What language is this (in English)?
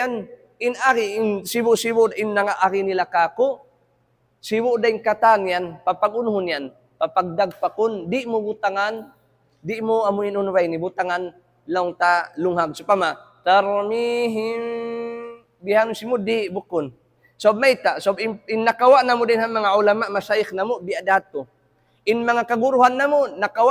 Tausug